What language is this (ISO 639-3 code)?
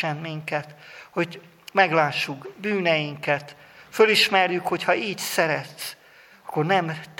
hun